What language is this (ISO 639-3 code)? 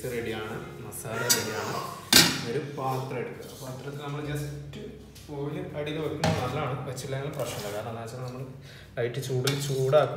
mal